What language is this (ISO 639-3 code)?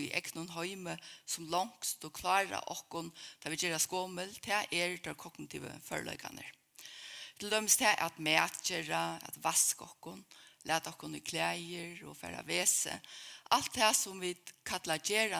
fao